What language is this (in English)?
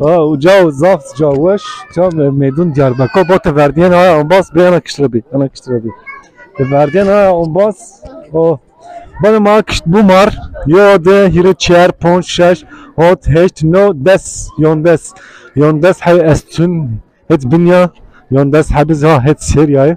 Zaza